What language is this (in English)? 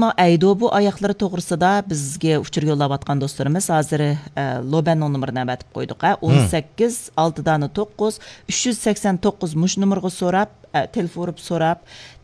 Uyghur